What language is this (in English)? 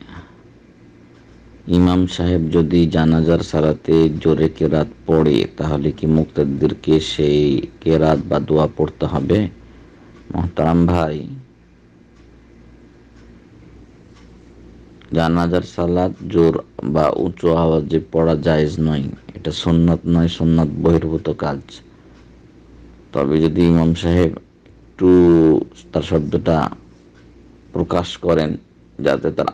Bangla